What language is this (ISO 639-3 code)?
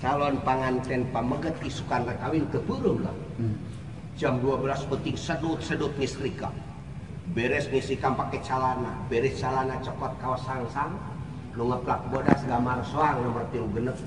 sun